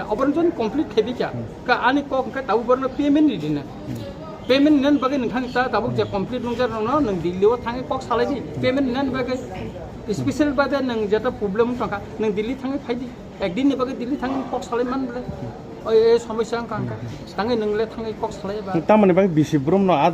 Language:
Kok Borok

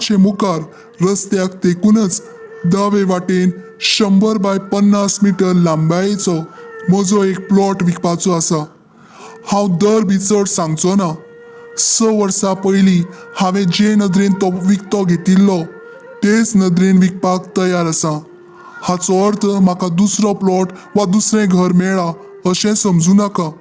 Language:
Konkani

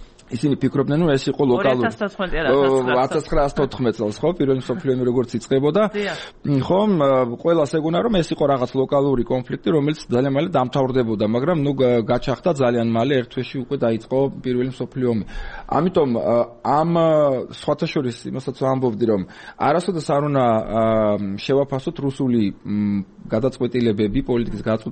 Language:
Georgian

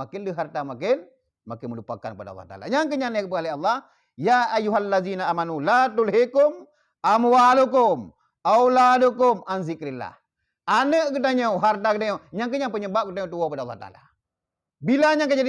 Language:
Achinese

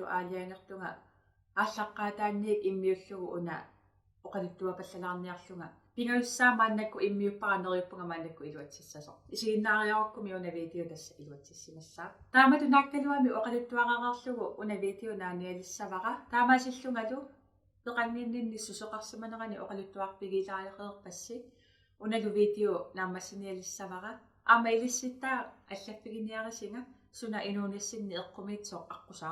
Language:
Kalaallisut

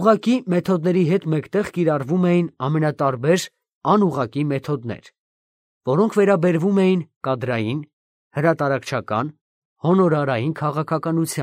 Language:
Armenian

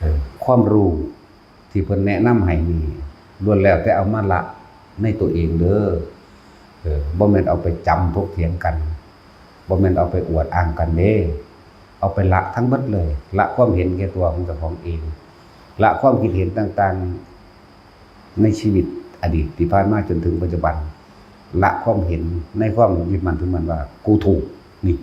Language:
Northeastern Thai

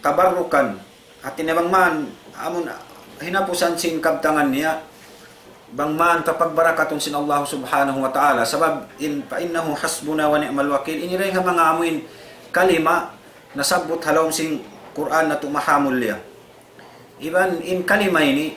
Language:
Tausug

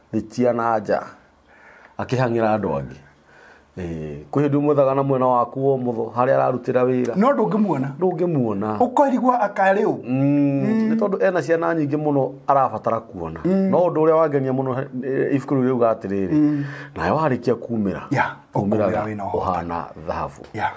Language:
Kikuyu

